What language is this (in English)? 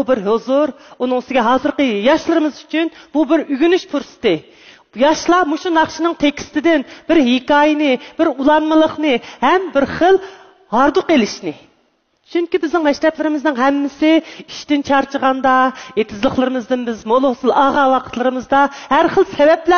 Uyghur